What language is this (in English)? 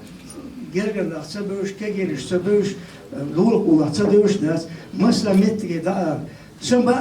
Chechen